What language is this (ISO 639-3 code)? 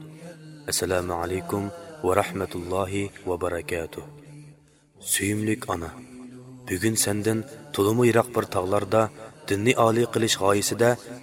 uig